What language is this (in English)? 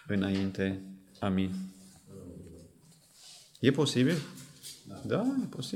Romanian